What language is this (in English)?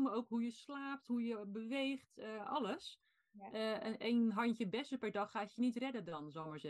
Dutch